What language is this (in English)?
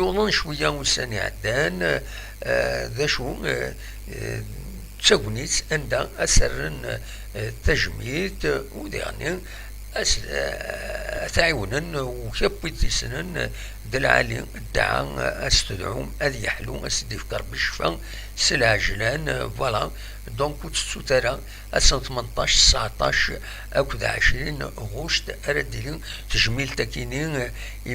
Kabyle